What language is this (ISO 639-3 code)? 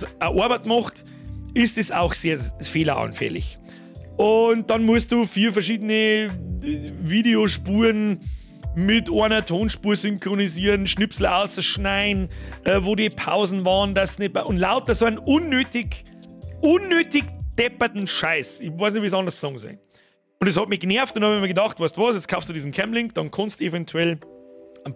bar